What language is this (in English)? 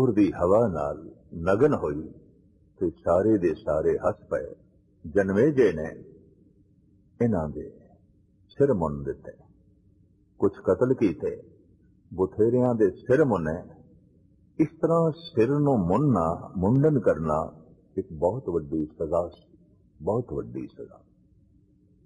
Punjabi